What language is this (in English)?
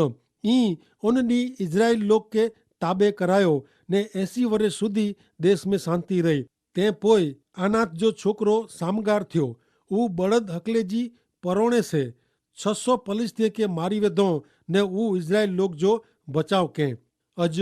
Kachhi